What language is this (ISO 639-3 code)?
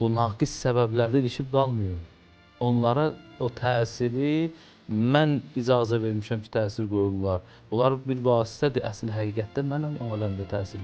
aze